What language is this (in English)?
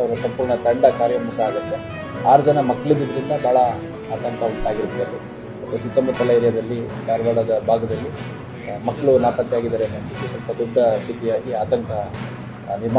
Kannada